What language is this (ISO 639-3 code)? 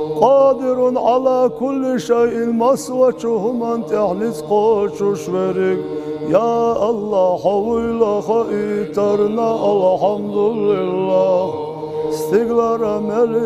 che